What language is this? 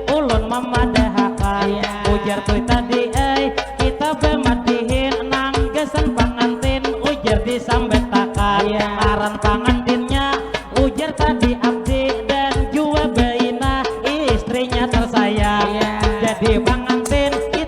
Banjar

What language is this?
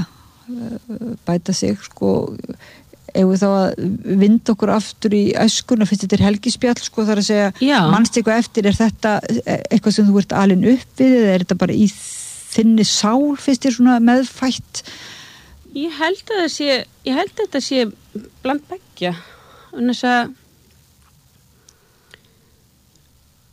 Icelandic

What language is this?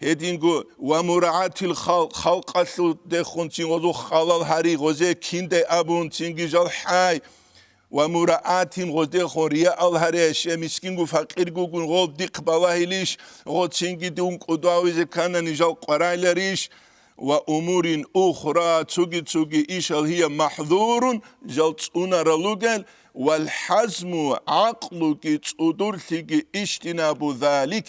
Avaric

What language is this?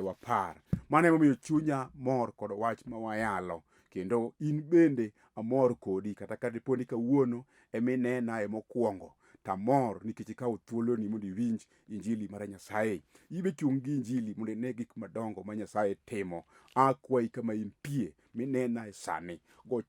Luo (Kenya and Tanzania)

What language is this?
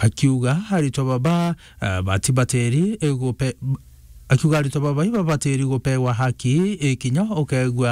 Meru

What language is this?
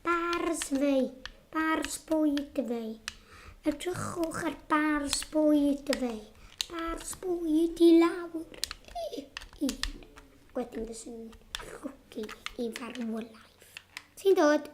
Welsh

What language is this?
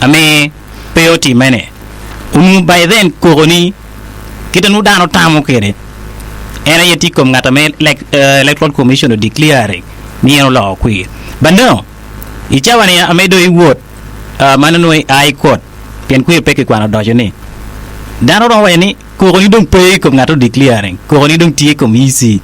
Acoli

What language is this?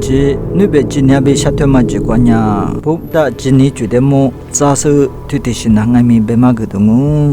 Lisu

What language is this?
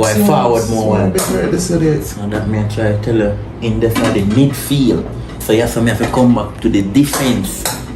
Jamaican Creole English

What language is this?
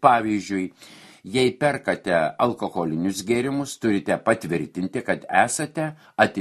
Lithuanian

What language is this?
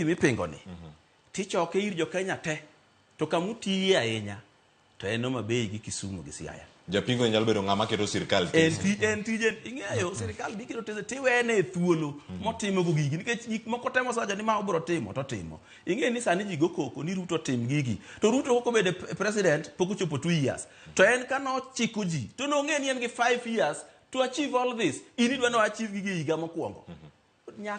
Luo (Kenya and Tanzania)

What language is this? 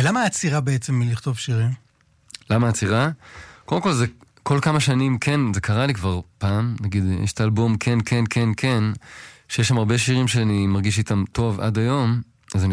Hebrew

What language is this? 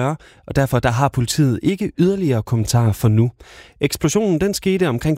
Danish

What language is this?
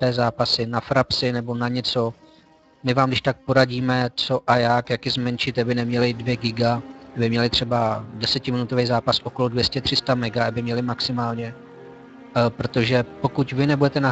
Czech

